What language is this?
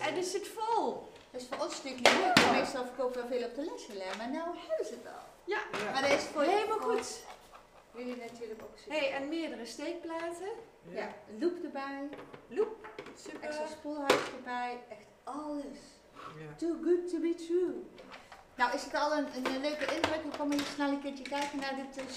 Dutch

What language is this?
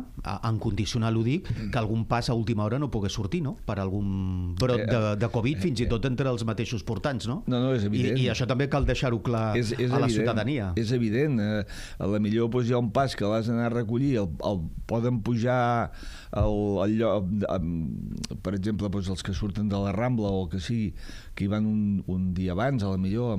Catalan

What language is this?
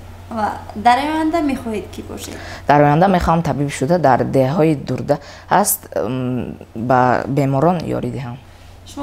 Tajik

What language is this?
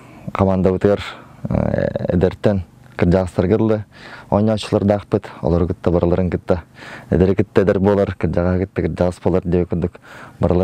Yakut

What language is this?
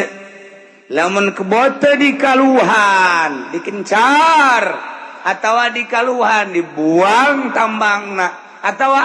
Sundanese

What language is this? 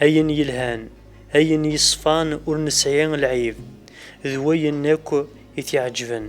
Kabyle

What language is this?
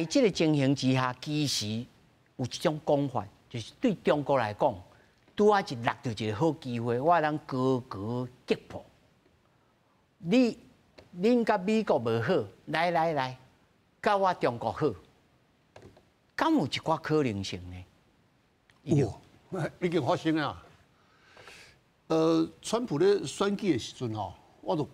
Min Nan Chinese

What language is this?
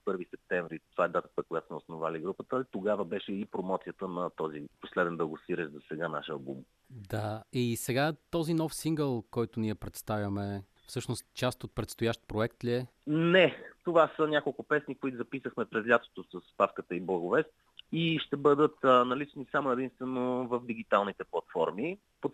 Bulgarian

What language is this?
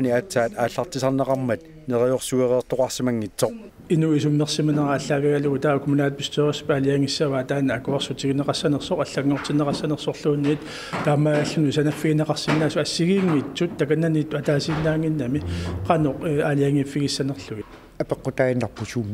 Kalaallisut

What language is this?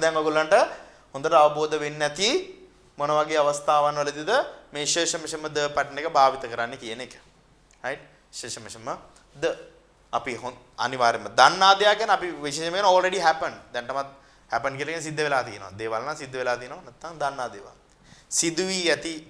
Sinhala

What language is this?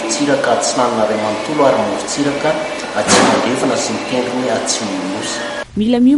Malagasy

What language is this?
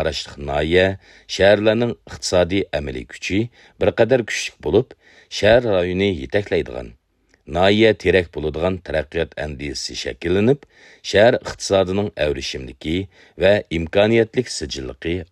Uyghur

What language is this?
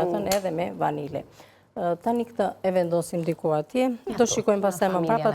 Albanian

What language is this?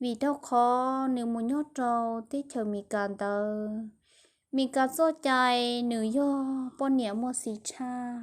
Hmong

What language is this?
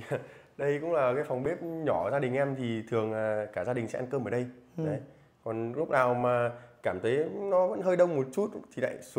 Vietnamese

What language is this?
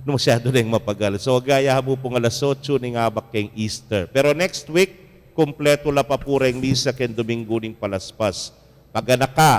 Pampanga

